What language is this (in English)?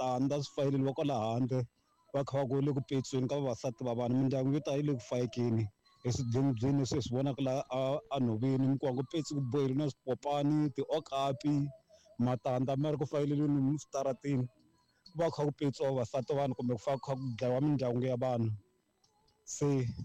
Tsonga